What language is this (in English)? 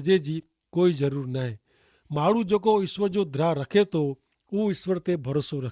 Kachhi